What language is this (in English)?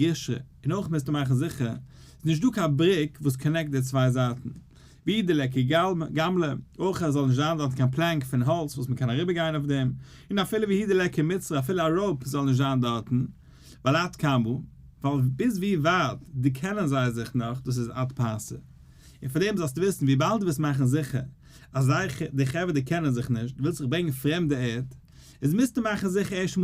Yiddish